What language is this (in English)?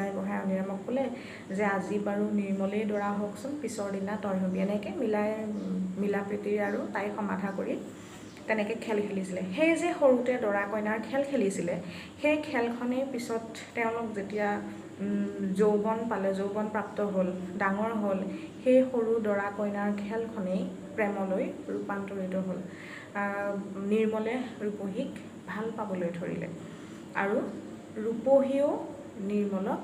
Assamese